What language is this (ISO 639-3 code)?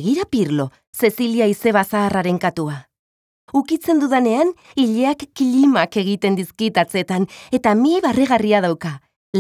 eus